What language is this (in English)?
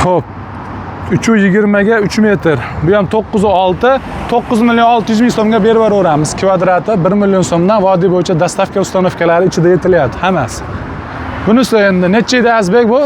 Uzbek